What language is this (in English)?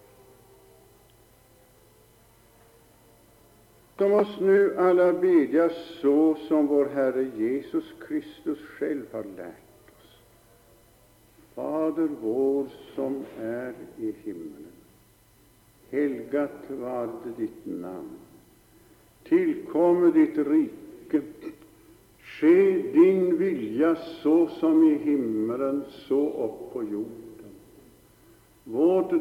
Swedish